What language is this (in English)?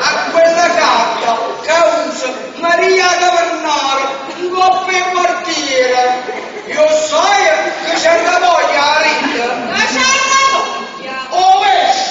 Neapolitan